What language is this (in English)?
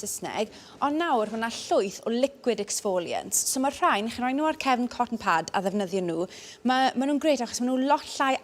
Welsh